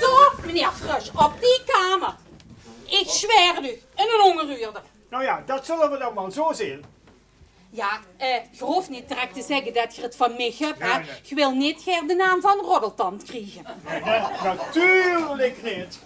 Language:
Limburgish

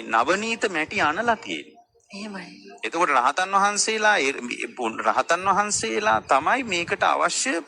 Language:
Sinhala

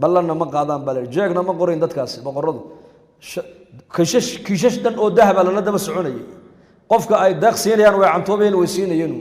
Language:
Somali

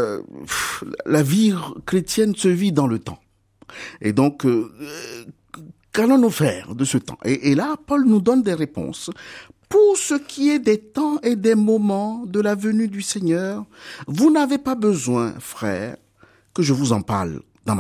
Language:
French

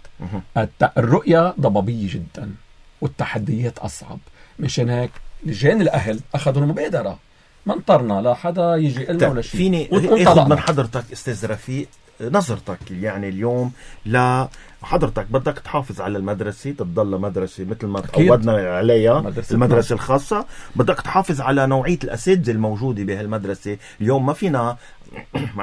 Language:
North Levantine Arabic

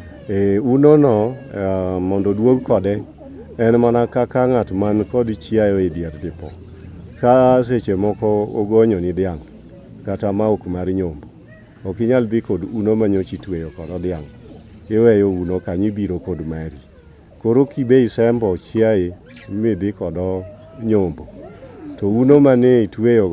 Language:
Luo (Kenya and Tanzania)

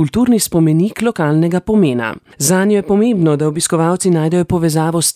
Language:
Slovenian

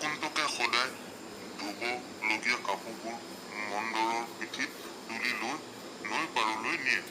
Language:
Assamese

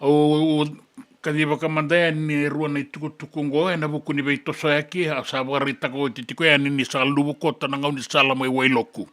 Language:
Fijian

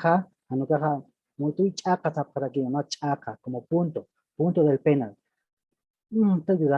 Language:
Aymara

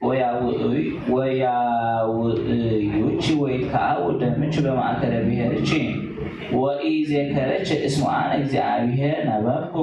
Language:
Geez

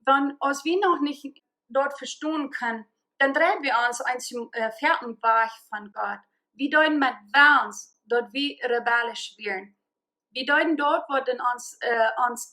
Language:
Plautdietsch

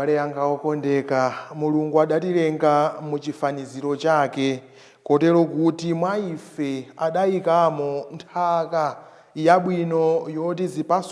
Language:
Nyanja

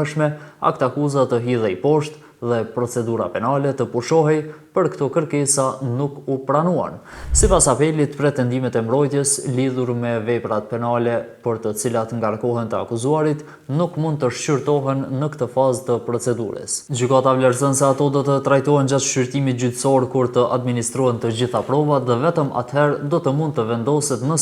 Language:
Albanian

